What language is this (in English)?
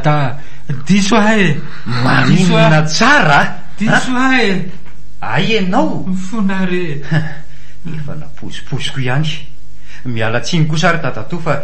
Malagasy